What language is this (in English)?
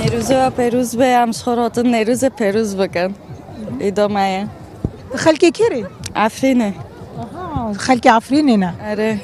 Kurdish